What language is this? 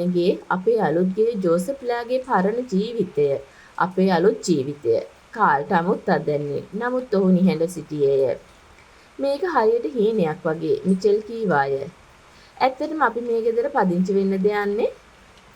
Sinhala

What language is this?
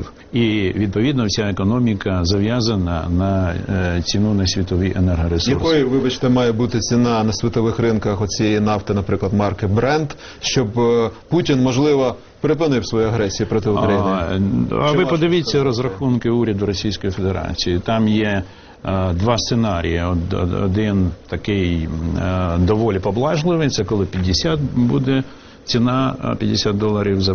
Ukrainian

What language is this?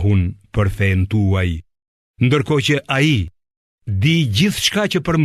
Albanian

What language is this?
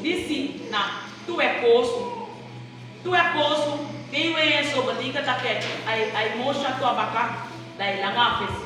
Saramaccan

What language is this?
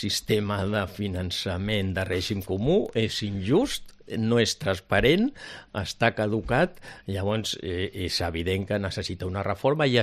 Catalan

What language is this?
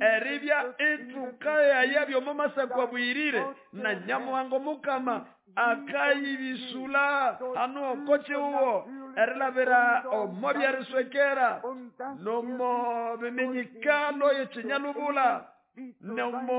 Nande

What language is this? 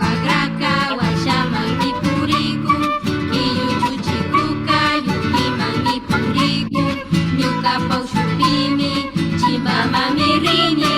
Imbabura Highland Quichua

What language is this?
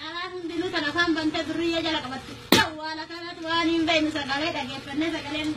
Oromo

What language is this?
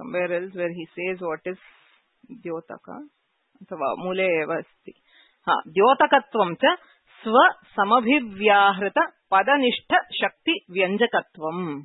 Sanskrit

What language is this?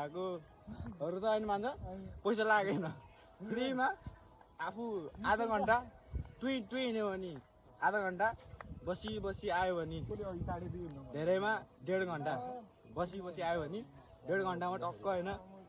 Nepali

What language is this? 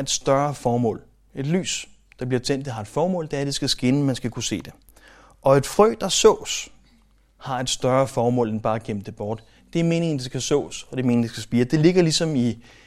Danish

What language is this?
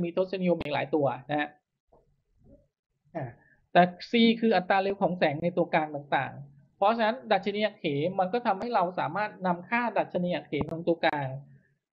Thai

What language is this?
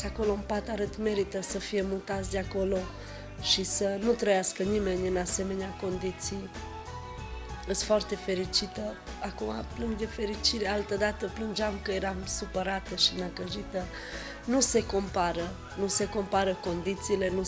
Romanian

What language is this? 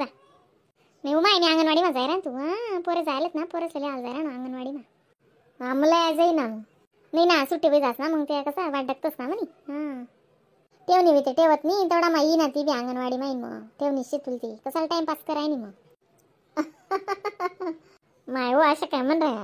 Khandesi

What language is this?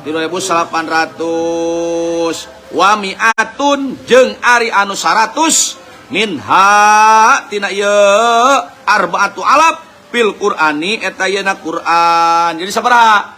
Sundanese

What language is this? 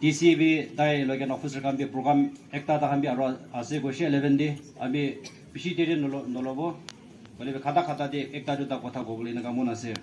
Naga Pidgin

